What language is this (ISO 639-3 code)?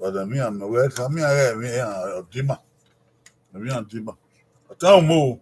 bin